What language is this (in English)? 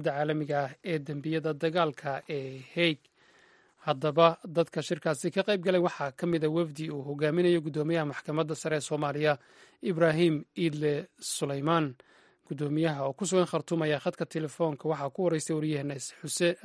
Somali